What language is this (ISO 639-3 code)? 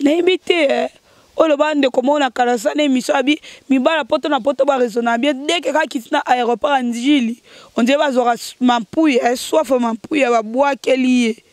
lin